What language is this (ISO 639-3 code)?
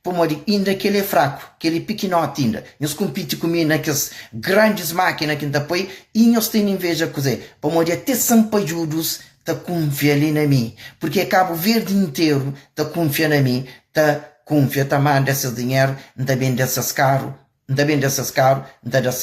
kea